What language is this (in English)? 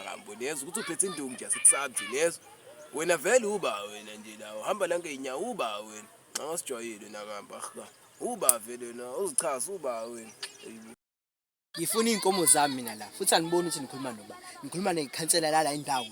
Zulu